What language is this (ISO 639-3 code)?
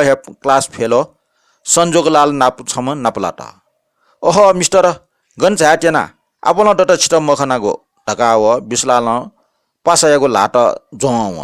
new